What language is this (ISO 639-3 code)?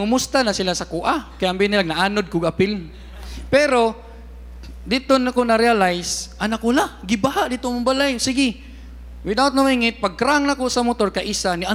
ceb